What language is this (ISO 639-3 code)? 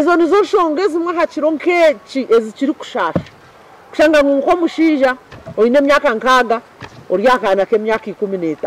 nyn